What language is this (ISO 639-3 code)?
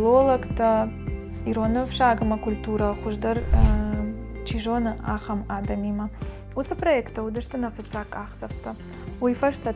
oss